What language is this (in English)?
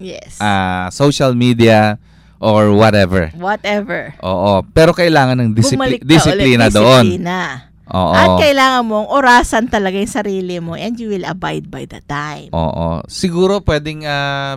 Filipino